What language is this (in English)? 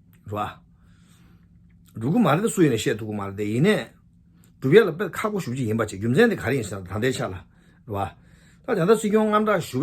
Tibetan